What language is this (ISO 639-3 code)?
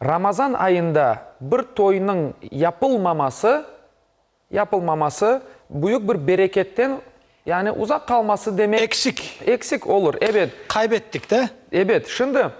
crh